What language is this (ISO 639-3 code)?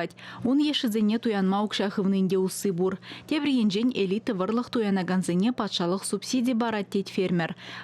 chv